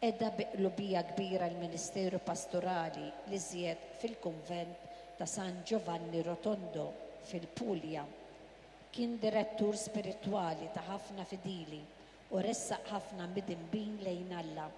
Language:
Maltese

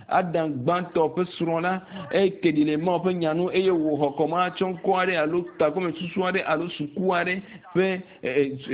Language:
Ewe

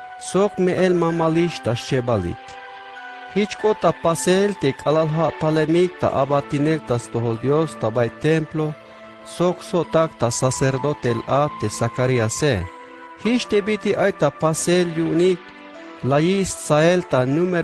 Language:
Tzeltal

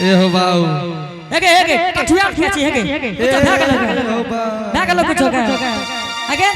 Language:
Angika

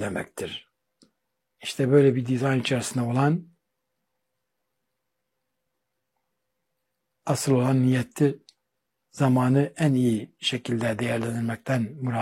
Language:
Turkish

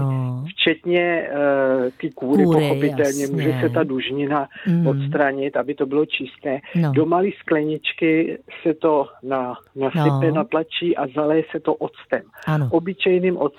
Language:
Czech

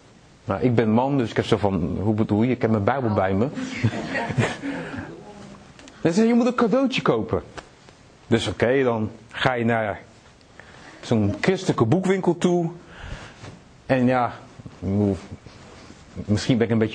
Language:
Dutch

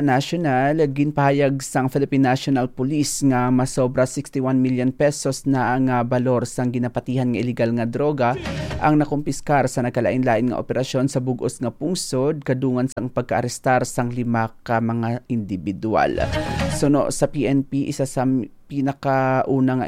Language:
Hiligaynon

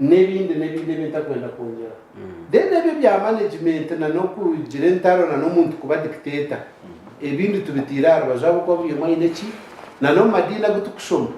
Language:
Nyankole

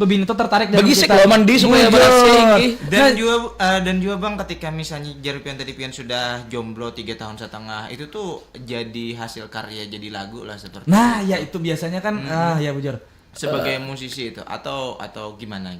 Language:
Banjar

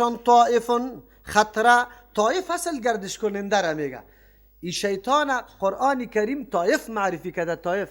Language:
Persian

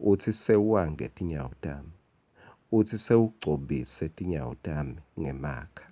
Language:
Swati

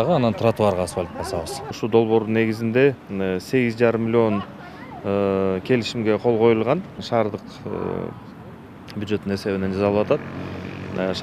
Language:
Kyrgyz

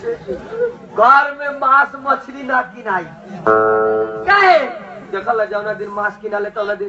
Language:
Bhojpuri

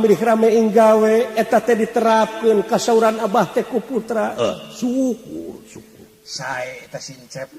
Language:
Sundanese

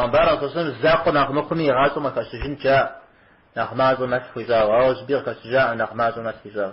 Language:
Kabardian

